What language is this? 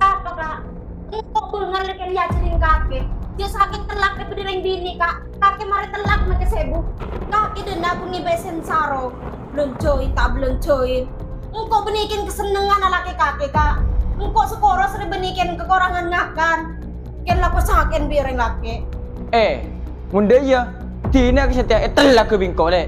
Madurese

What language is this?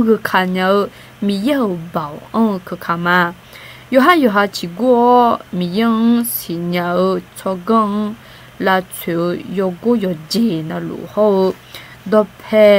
Akha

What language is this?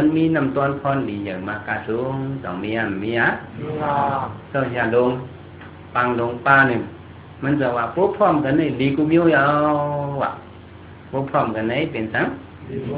Shan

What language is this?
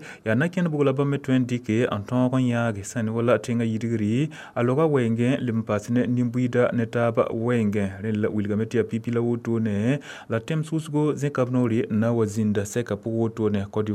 Mossi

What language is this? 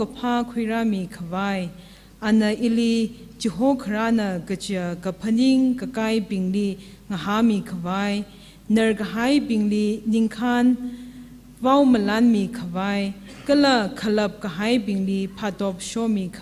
Tangkhul Naga (India)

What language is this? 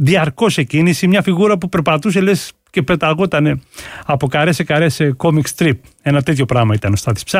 Greek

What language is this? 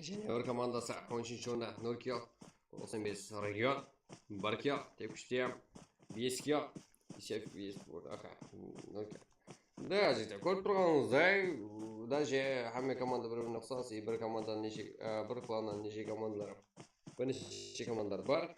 Kara-Kalpak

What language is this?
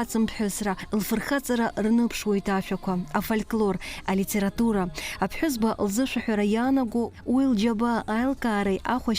Abkhazian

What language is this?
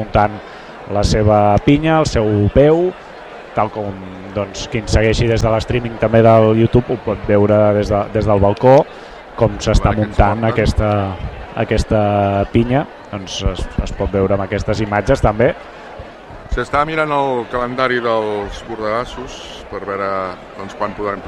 Catalan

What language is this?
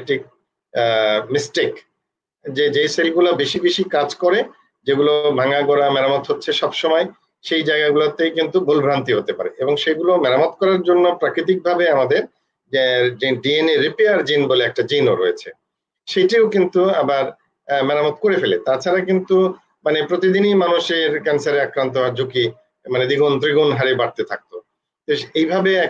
Bangla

